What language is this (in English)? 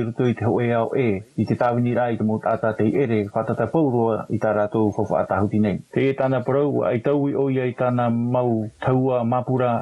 Tahitian